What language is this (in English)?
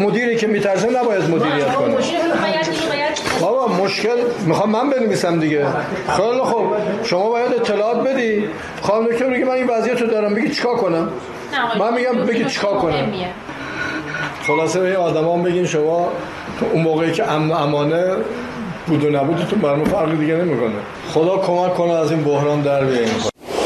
Persian